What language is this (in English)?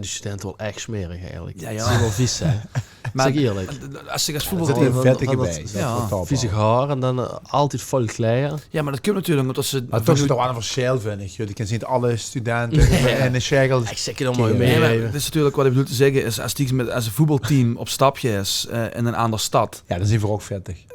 Limburgish